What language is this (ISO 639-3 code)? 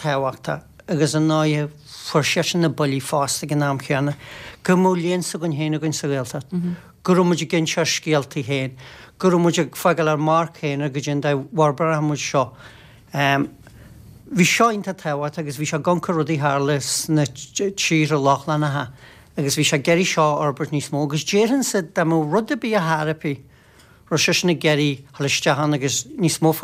gle